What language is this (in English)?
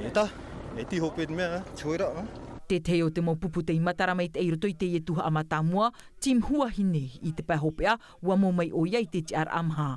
Tahitian